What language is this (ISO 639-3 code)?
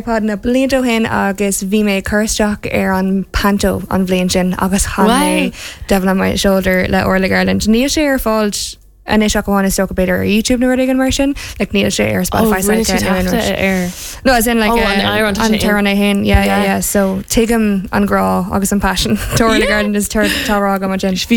gle